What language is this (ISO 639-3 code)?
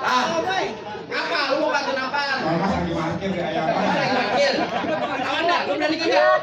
bew